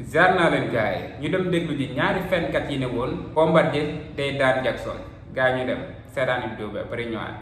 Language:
Wolof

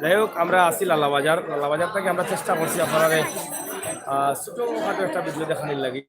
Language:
Sylheti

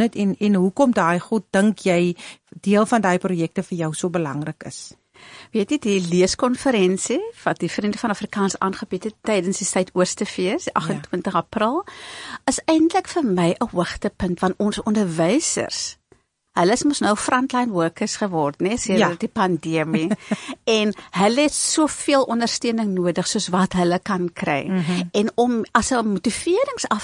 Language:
Afrikaans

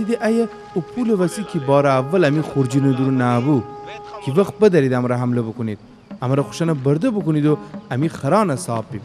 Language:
Gilaki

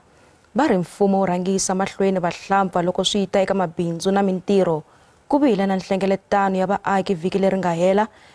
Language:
Tsonga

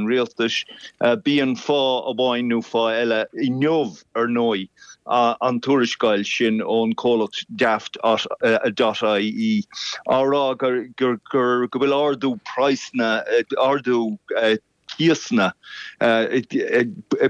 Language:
Irish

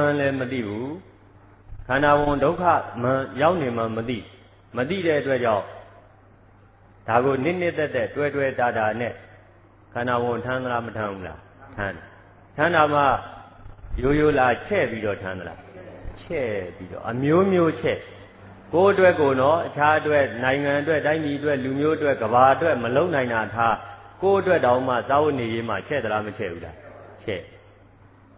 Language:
Burmese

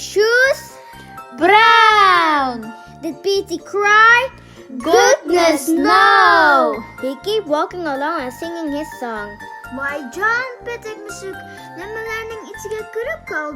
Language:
Uyghur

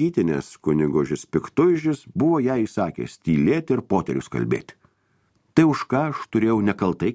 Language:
Lithuanian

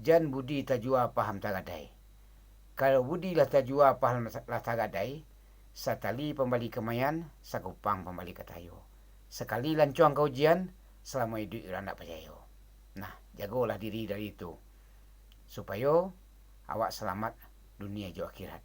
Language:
Minangkabau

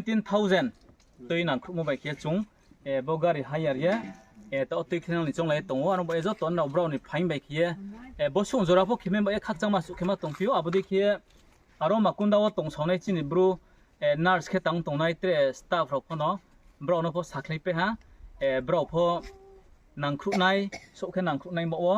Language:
Riang (India)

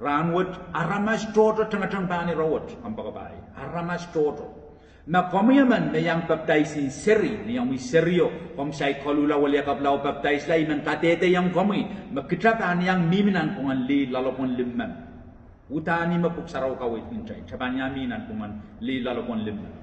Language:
Pohnpeian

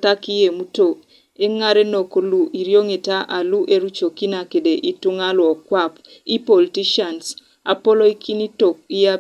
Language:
Teso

